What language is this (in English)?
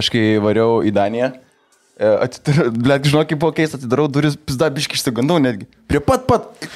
Lithuanian